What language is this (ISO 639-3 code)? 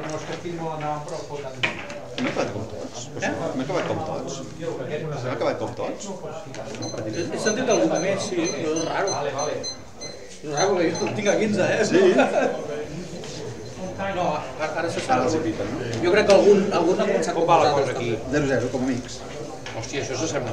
cat